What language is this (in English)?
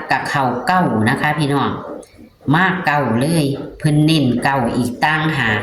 Northeastern Thai